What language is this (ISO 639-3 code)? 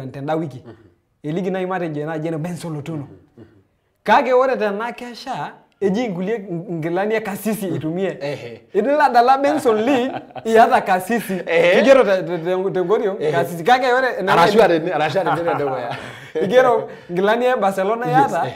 mas